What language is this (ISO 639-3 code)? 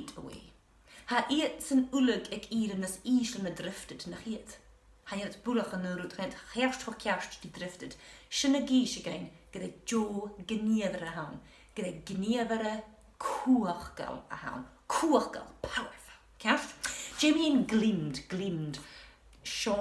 gla